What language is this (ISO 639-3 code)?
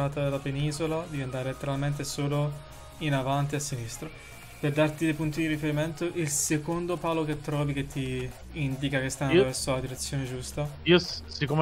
ita